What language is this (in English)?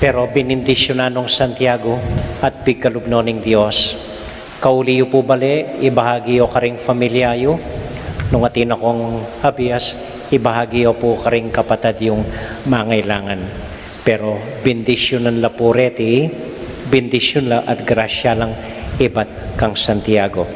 Pampanga